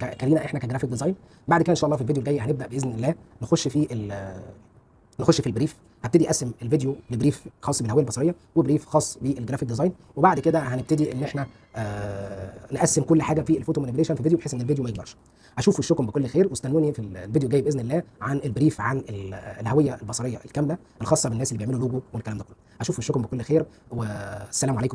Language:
Egyptian Arabic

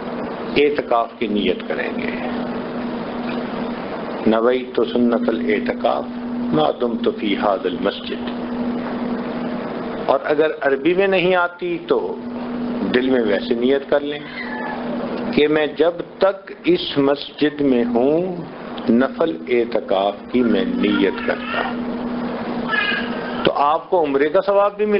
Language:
Urdu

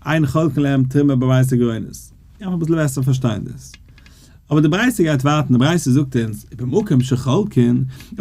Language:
Yiddish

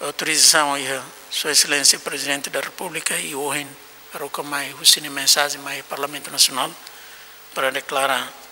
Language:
Tetum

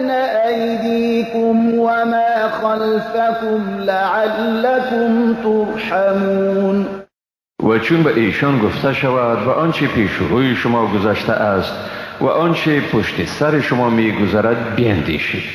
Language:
Persian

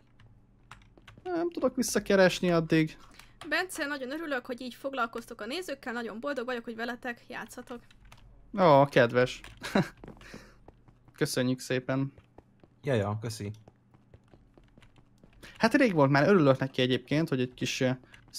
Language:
Hungarian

